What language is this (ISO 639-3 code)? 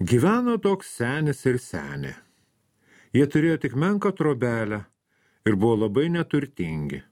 lit